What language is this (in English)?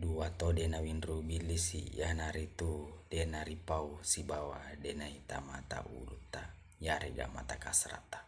Buginese